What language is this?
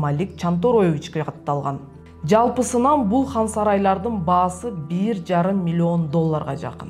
Kyrgyz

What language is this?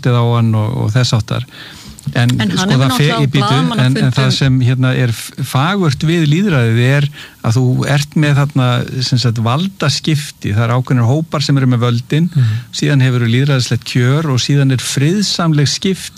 Icelandic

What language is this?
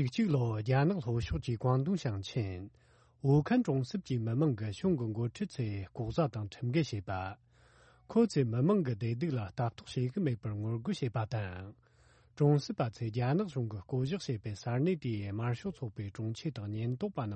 Tibetan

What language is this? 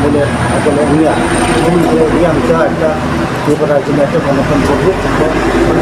Riang (India)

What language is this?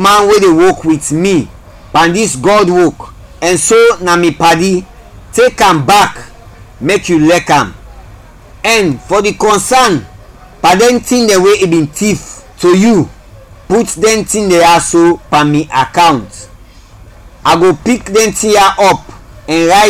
Krio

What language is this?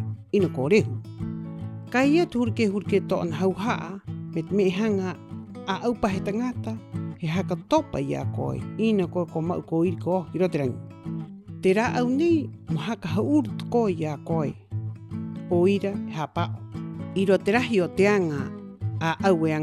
Rapanui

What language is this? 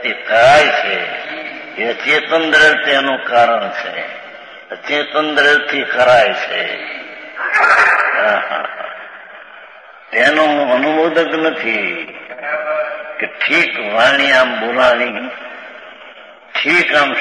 Gujarati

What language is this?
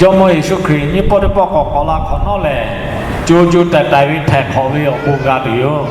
Lahu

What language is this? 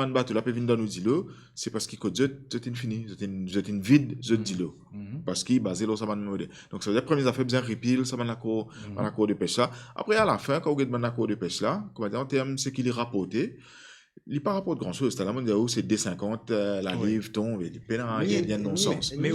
Morisyen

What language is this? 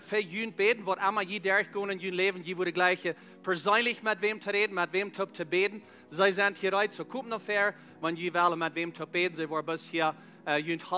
Plautdietsch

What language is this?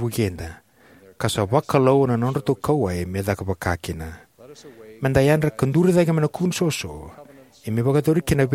Fijian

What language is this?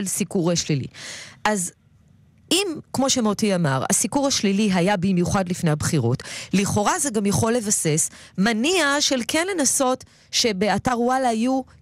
Hebrew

